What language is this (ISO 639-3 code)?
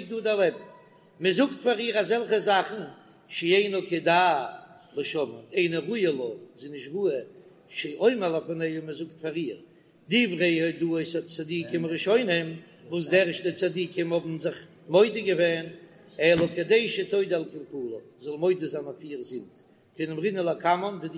yid